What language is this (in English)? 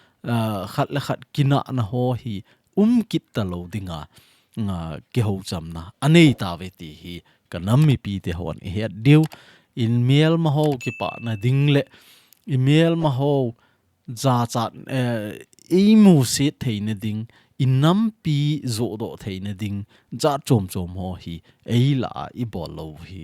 Thado Chin